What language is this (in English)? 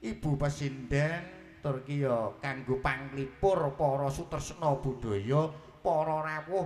Javanese